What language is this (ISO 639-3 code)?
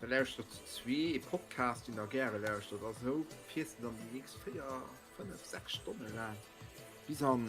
ltz